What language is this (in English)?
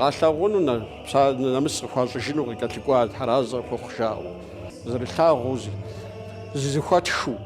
Kabardian